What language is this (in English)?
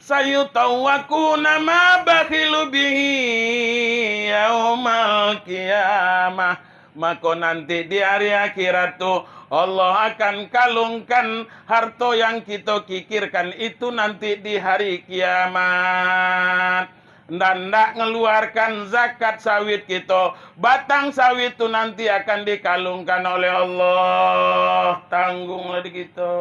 Minangkabau